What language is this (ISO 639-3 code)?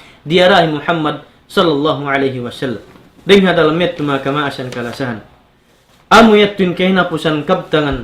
tsg